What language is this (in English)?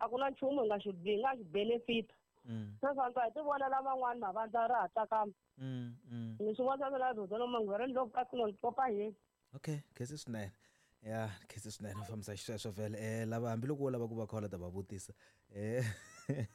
Tsonga